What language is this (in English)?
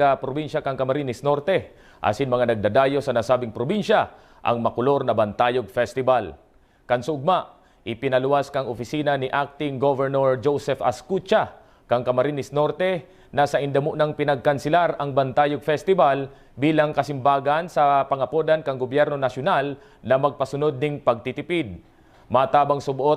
Bikol